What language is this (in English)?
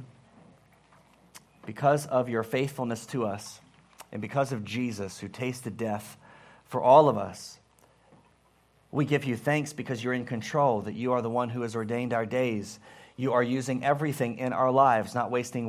English